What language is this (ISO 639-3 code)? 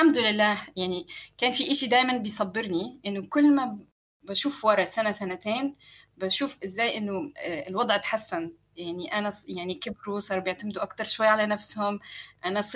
apc